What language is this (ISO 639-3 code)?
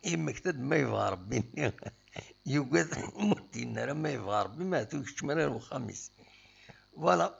kab